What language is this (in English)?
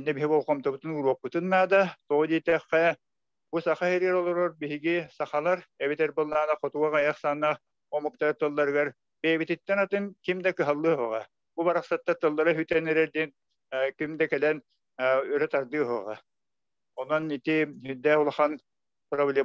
Yakut